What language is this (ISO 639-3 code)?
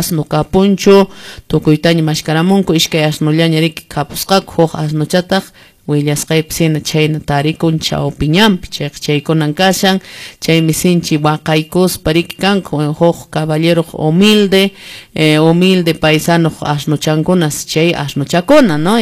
que